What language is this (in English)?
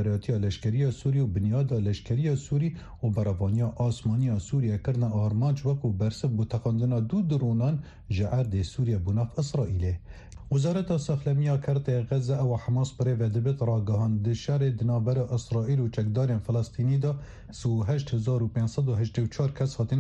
Kurdish